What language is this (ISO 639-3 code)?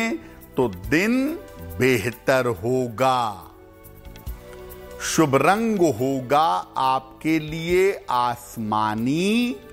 hin